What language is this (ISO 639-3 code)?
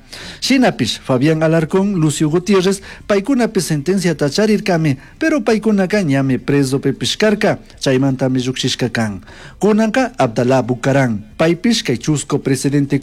qug